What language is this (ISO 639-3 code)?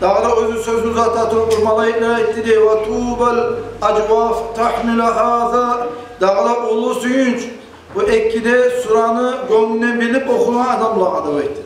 kum